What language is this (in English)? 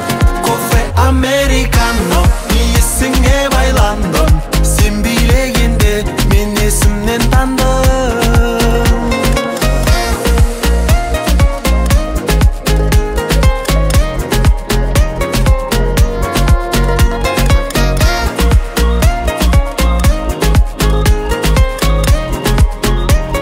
Kazakh